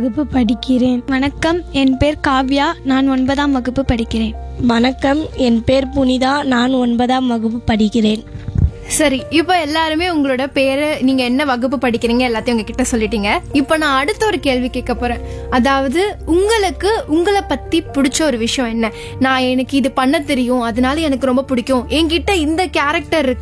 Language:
Tamil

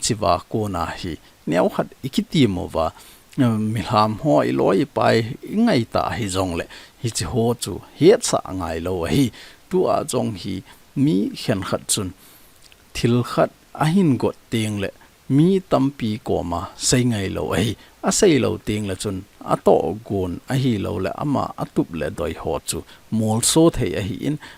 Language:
Thado Chin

